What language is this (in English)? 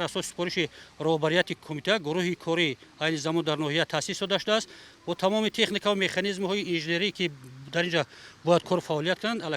Tajik